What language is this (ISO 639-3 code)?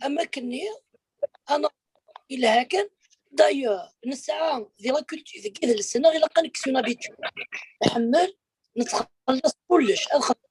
kab